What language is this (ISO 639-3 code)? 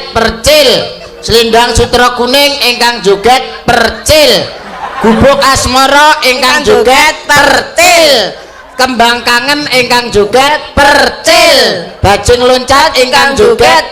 jav